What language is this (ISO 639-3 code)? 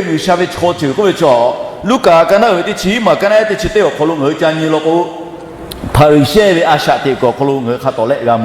lhu